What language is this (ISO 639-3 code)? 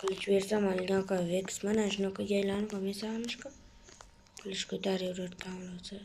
uzb